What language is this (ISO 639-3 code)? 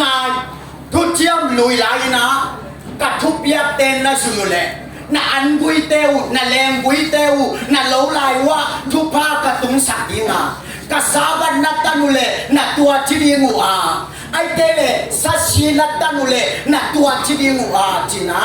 ctd